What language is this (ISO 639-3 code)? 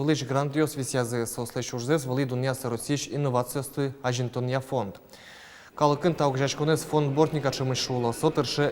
udm